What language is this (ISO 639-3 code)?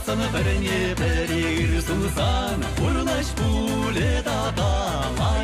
chv